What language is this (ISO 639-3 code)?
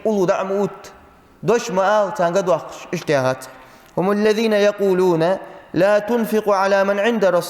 inh